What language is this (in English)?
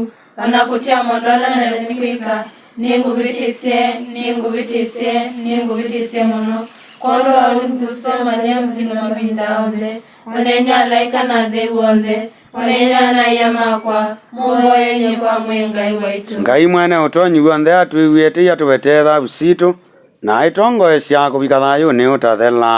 Kamba